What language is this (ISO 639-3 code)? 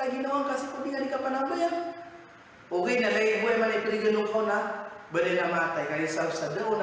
mrw